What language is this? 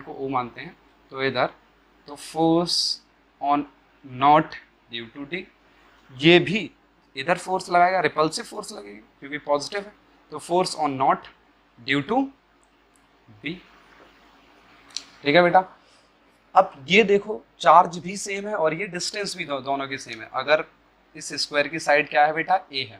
Hindi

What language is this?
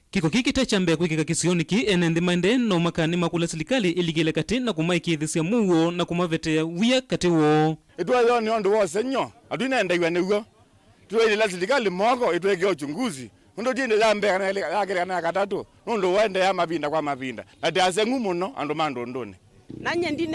Kamba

